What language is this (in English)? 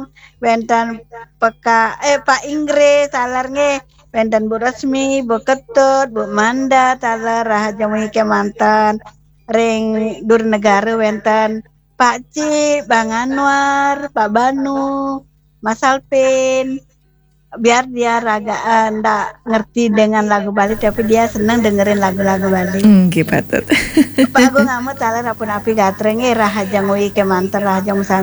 Balinese